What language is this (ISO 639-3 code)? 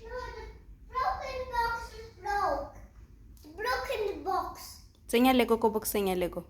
tsn